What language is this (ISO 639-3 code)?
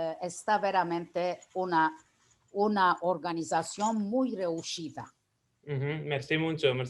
lad